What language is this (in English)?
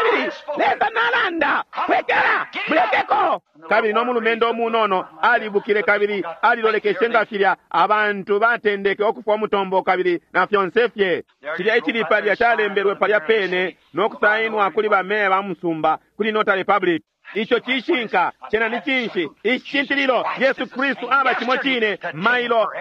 Bemba